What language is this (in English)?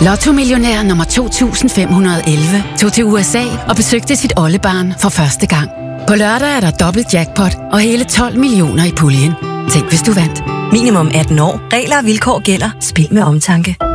Danish